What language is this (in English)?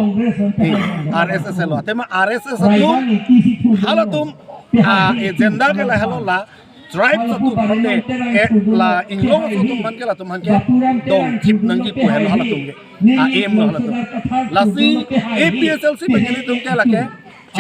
Karbi